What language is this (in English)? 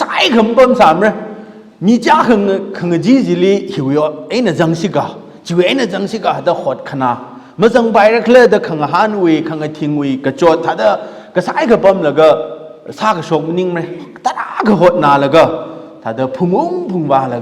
Tangkhul Naga (India)